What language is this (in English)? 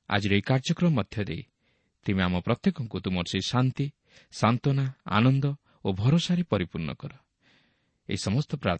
Odia